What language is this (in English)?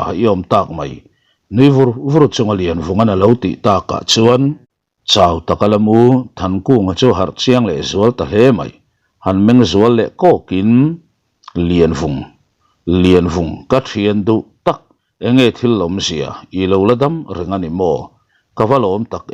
Mizo